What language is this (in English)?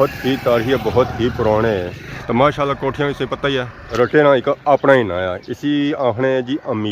Pahari-Potwari